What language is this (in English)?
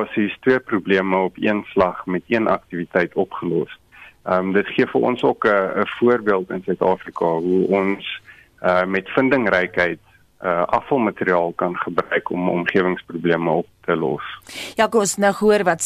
Afrikaans